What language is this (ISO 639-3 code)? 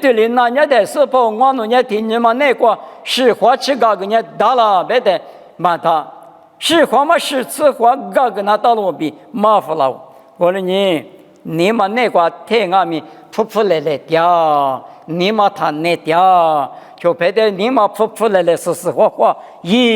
lis